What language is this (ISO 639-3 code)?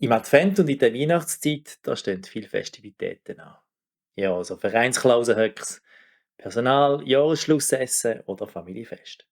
gsw